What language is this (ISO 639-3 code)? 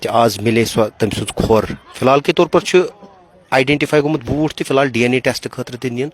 kas